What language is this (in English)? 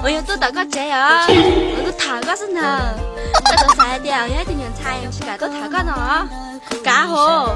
Hmong